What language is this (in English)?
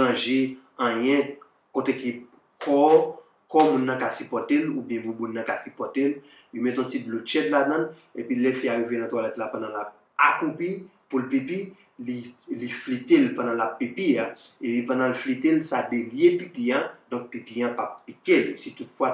Haitian Creole